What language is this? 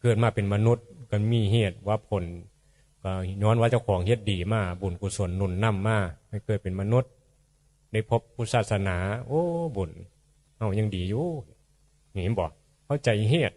Northeastern Thai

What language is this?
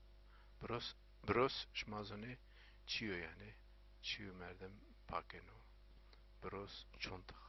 Zaza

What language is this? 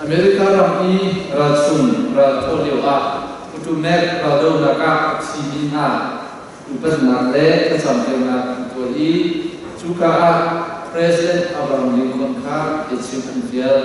Hakha Chin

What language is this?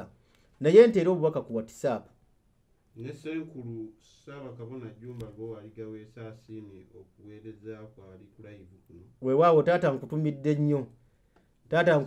Ganda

